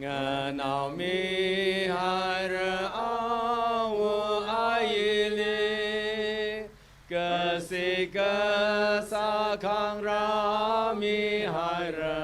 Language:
Tangkhul Naga (India)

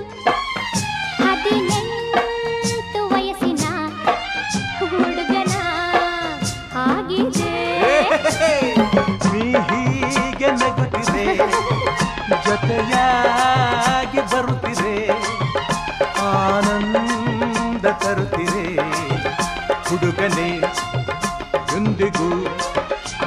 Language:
Kannada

